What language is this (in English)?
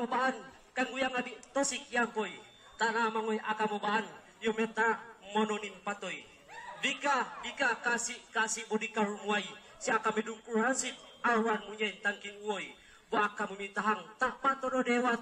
Mongondow